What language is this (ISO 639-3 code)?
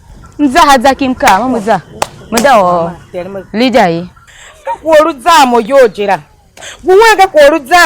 tiv